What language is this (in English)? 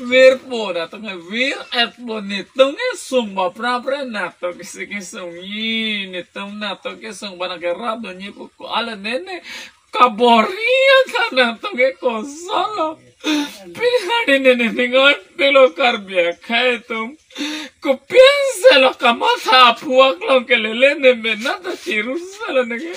Karbi